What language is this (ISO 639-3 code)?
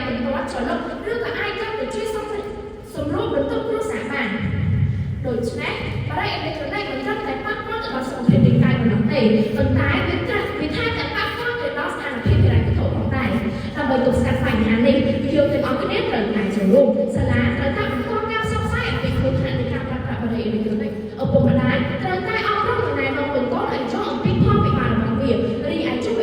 khm